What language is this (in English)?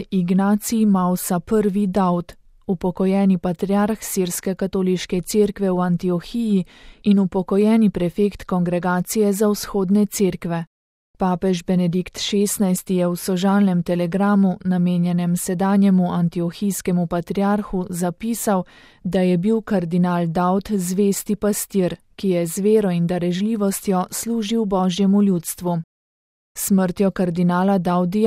Slovenian